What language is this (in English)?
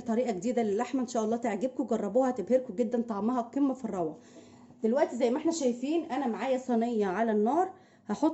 Egyptian Arabic